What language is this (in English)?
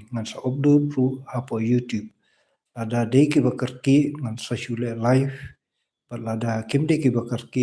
Khasi